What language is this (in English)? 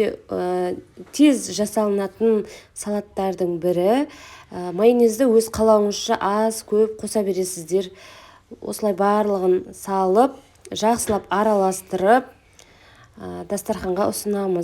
Kazakh